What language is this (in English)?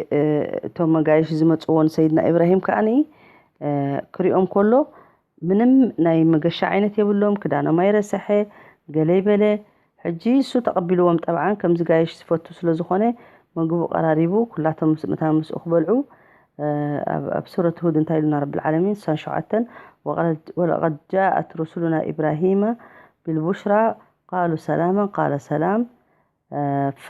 Tigrinya